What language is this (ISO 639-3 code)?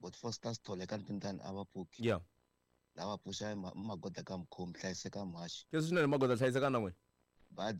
tso